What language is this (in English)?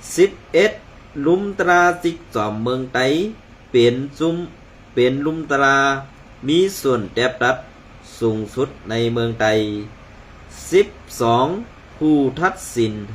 Shan